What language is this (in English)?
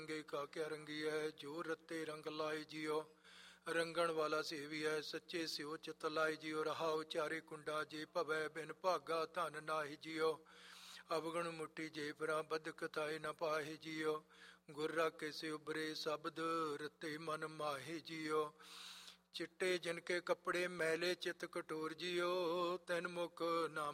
Punjabi